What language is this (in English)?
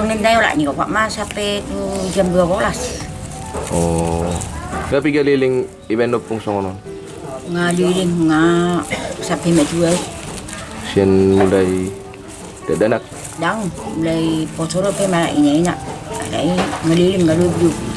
Batak Toba